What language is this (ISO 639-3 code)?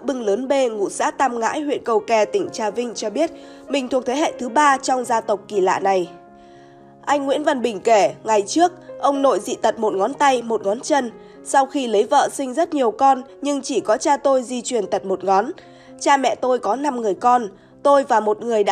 vie